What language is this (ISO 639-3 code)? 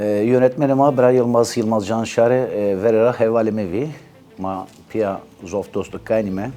zza